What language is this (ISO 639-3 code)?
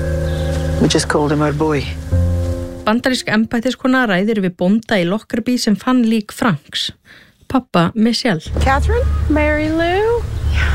isl